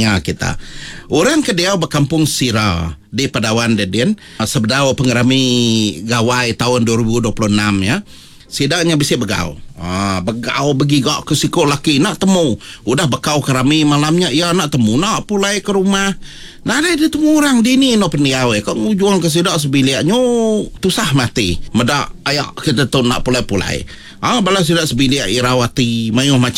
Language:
Iban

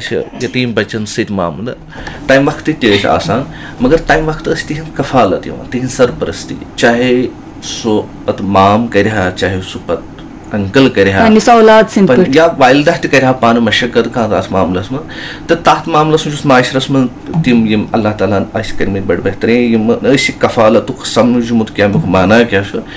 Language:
Kashmiri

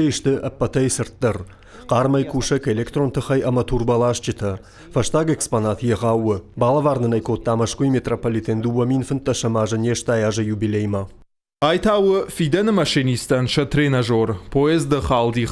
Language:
Ossetic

